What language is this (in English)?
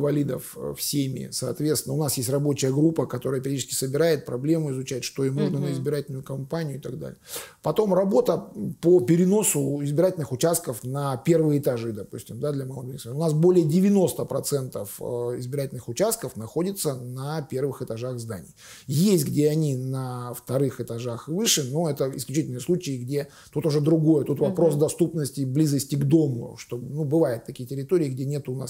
Russian